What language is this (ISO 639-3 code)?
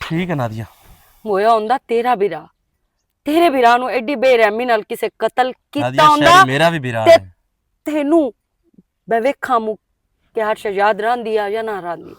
lah